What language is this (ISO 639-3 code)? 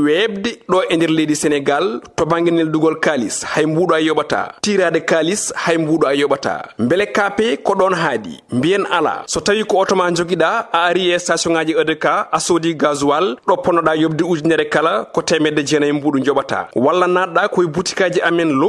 ful